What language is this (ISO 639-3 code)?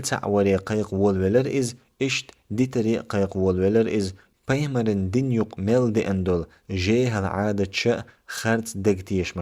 che